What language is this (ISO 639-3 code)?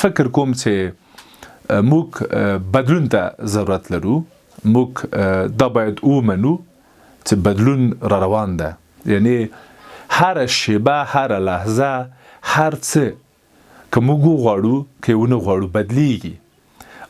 pus